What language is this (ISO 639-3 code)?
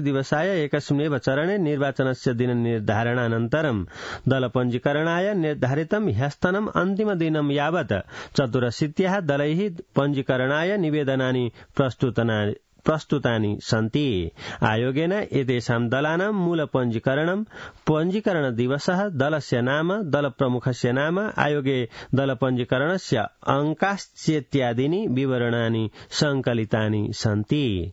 san